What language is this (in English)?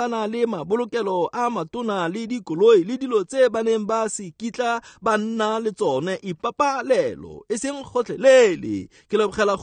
Tswana